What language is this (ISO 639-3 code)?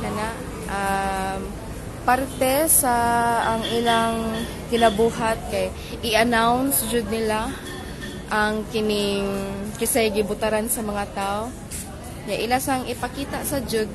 ceb